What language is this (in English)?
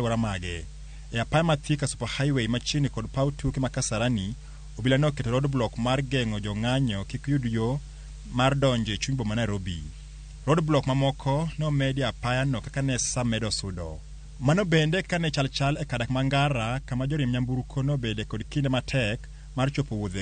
Luo (Kenya and Tanzania)